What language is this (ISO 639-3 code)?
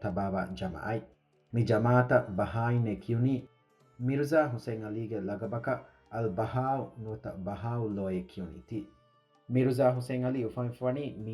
div